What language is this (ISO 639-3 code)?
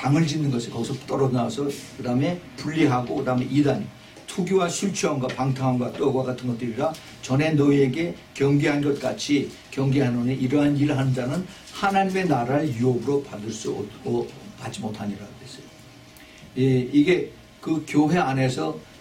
kor